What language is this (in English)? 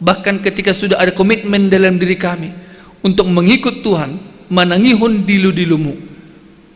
Batak Simalungun